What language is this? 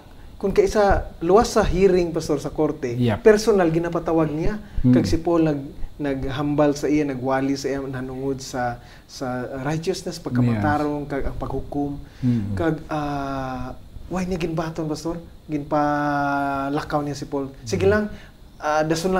Hiligaynon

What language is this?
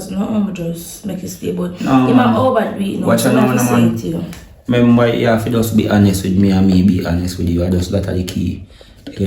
Jamaican Creole English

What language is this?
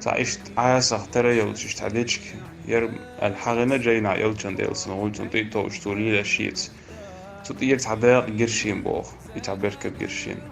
Chechen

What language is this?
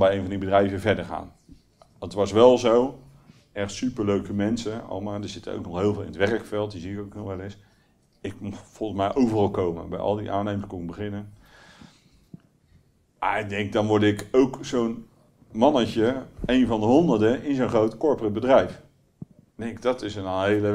Dutch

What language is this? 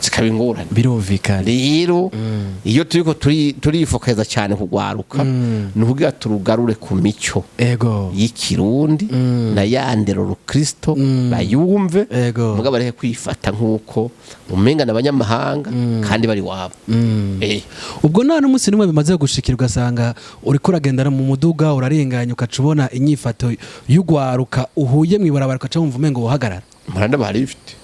Rundi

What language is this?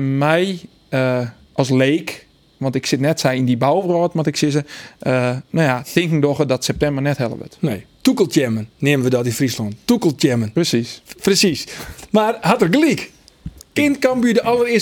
Western Frisian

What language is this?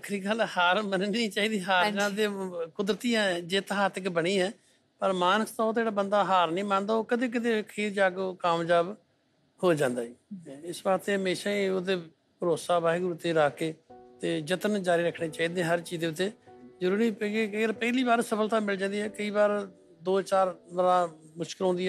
Punjabi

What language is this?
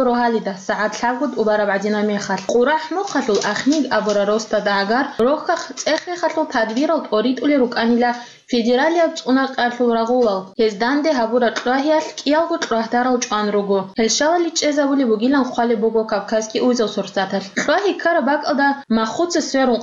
Avaric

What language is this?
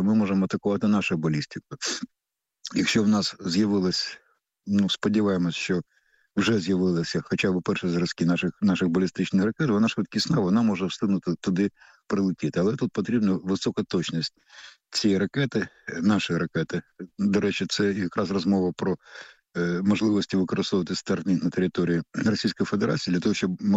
Ukrainian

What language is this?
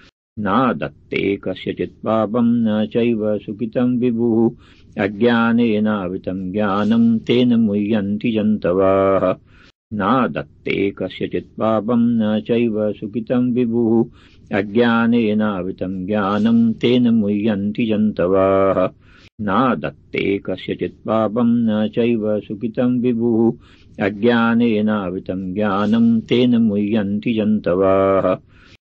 Sanskrit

